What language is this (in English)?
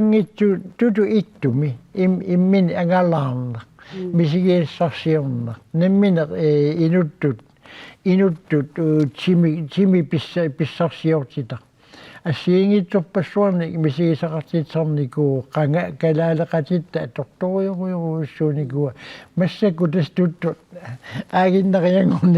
Kalaallisut